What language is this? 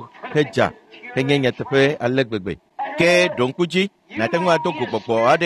Ewe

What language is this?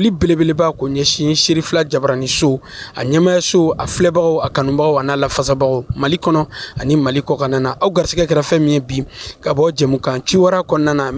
Bambara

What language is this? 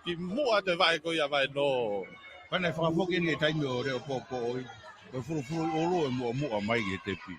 Tongan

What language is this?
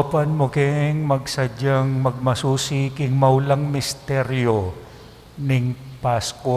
Pampanga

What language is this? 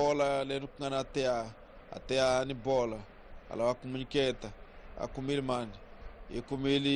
Tsonga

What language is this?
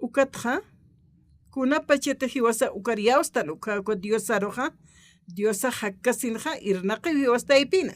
Aymara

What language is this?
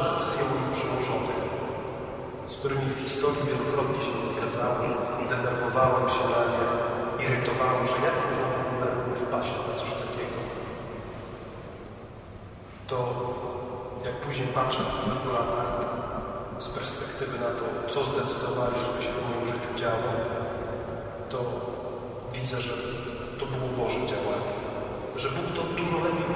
Polish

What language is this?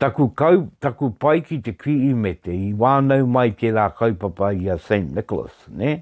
Māori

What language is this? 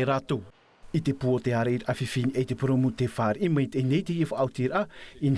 Tahitian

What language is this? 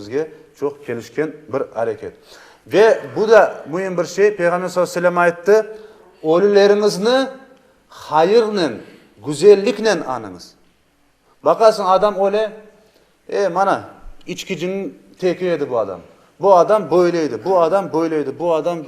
Crimean Tatar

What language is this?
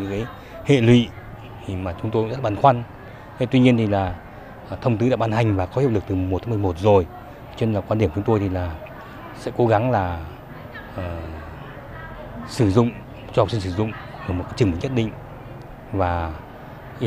Vietnamese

